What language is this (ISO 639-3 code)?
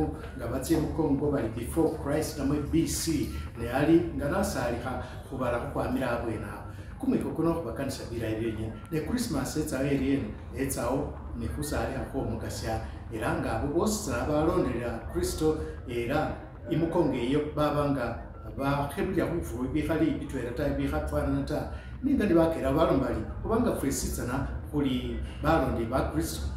myx